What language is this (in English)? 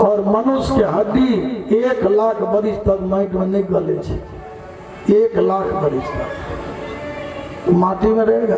Maithili